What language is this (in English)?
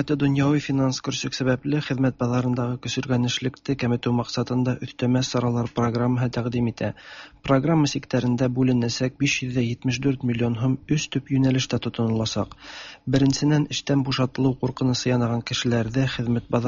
Tatar